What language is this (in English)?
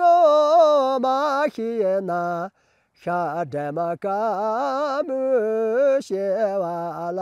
Tibetan